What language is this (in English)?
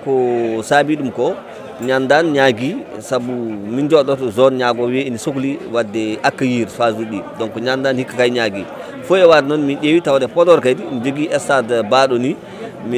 Fula